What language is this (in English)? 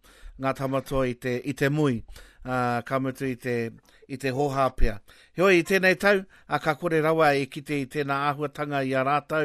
Māori